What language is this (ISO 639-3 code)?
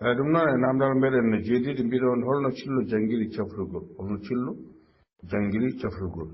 ful